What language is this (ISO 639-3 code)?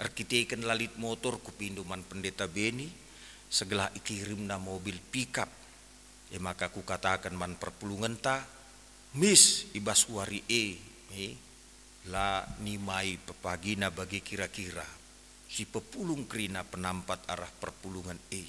btx